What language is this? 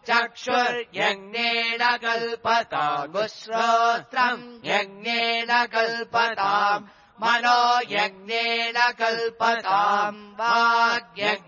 Sanskrit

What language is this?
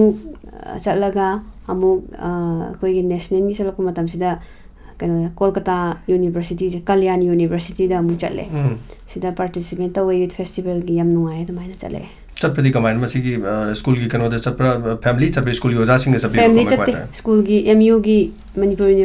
Manipuri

